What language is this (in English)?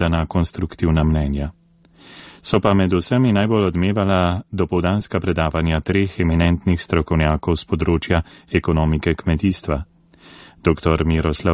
Slovenian